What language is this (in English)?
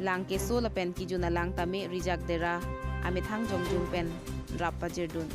Karbi